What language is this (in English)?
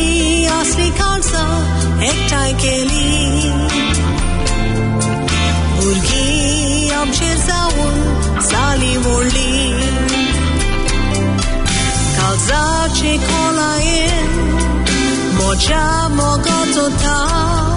Konkani